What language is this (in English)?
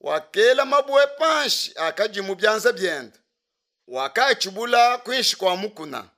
Luba-Lulua